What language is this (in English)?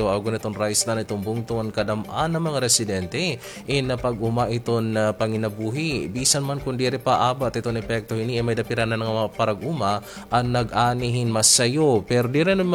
Waray